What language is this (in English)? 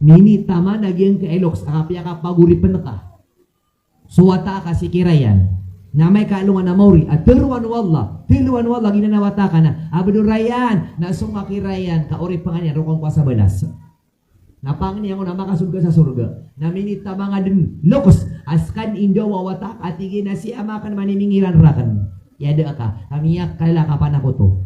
Maranao